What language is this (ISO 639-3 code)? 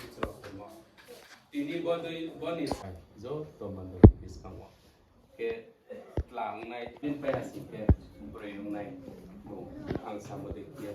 ria